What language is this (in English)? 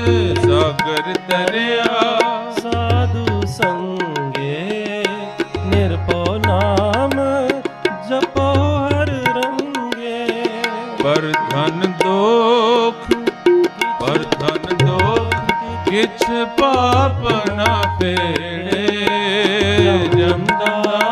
Punjabi